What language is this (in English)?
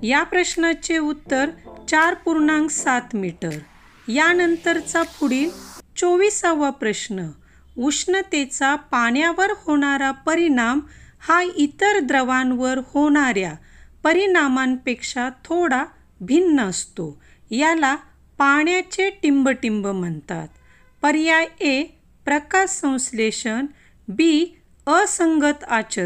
Marathi